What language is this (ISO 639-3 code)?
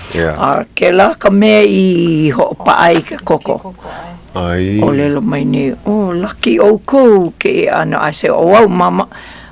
haw